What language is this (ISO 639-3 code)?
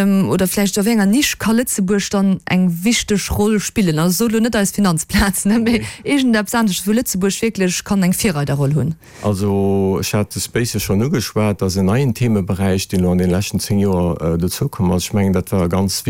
ltz